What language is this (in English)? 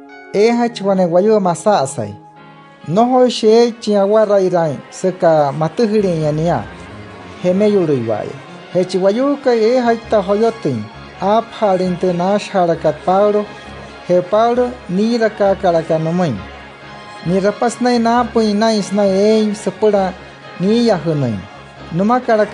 Wayuu